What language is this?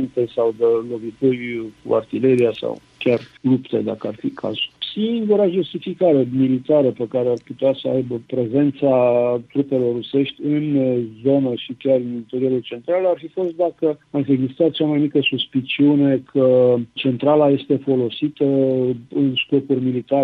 Romanian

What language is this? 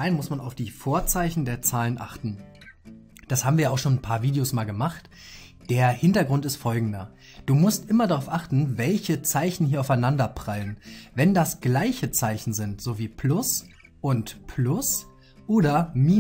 German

